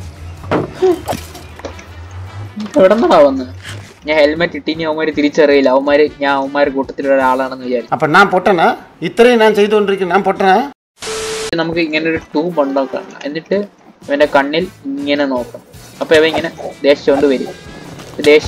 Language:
Malayalam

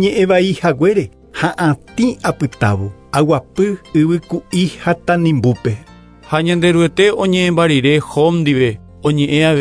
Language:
Guarani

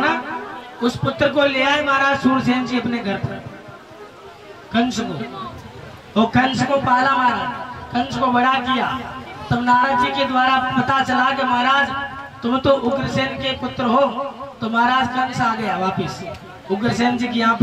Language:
Hindi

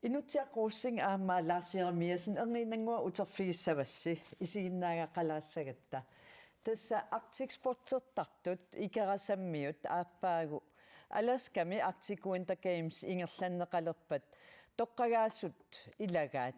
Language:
Kalaallisut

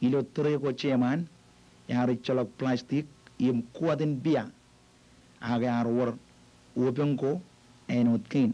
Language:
Marshallese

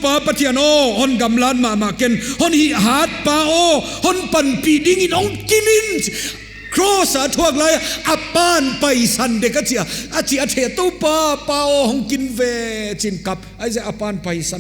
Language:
Paite Chin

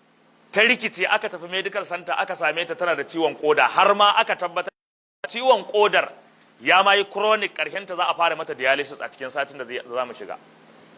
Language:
Hausa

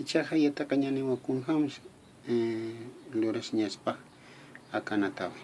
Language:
Aymara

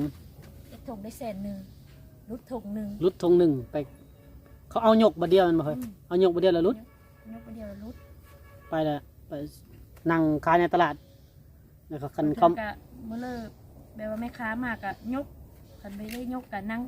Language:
Lao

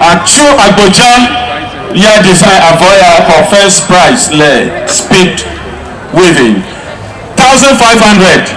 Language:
Ewe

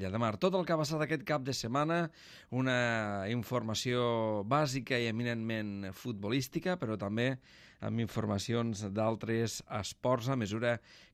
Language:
Catalan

